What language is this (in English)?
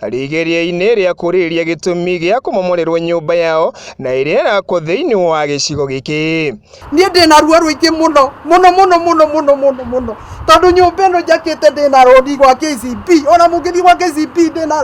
Kikuyu